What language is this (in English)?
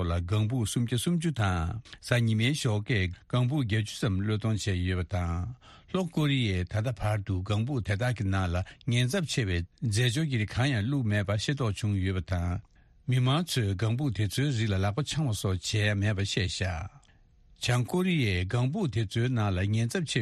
Tibetan